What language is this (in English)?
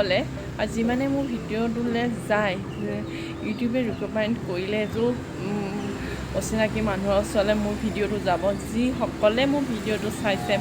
Assamese